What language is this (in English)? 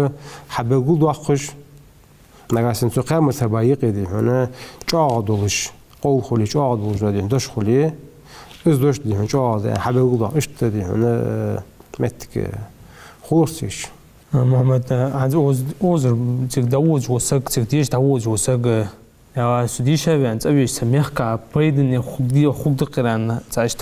Ingush